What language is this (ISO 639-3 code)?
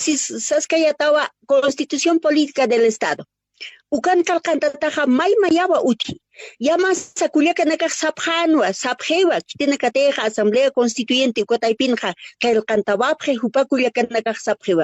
aym